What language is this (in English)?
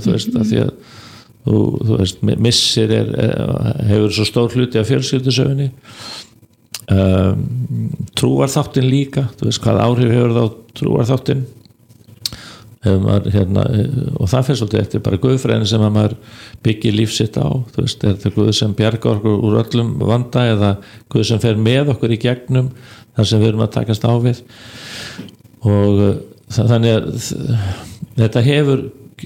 Icelandic